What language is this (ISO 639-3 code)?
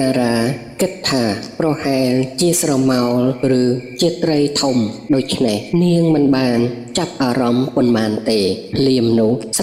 khm